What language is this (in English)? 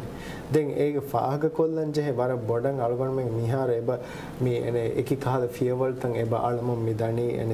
Divehi